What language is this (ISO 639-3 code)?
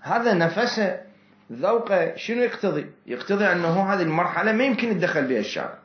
acm